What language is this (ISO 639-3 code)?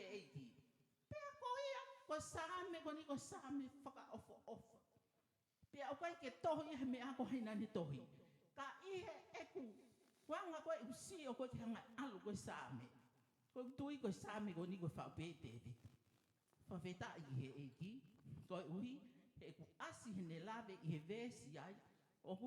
ton